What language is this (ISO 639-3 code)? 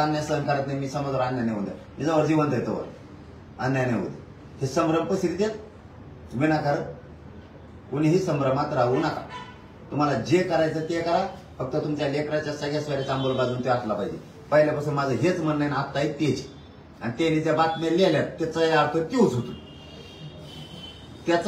mar